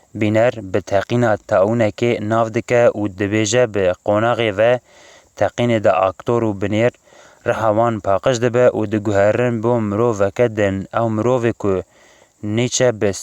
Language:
Kurdish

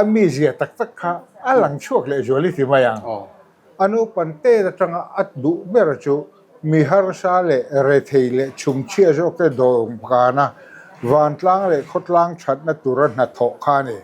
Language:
Mizo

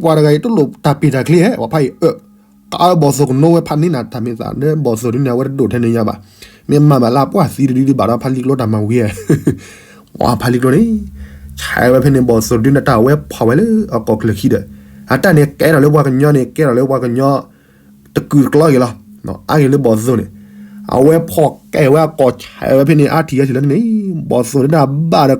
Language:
S'gaw Karen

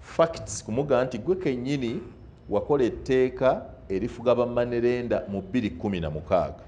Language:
Ganda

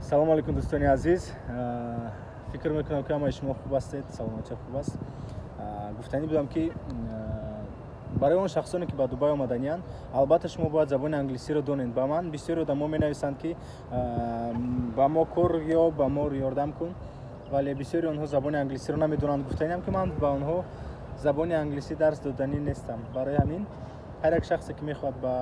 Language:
Tajik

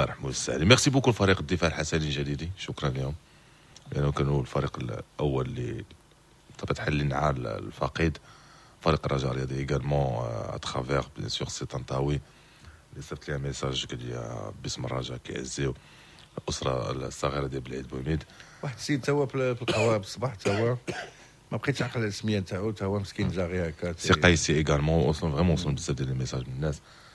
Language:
Moroccan Arabic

